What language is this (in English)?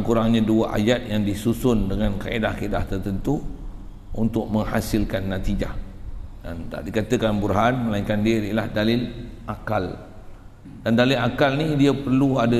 Malay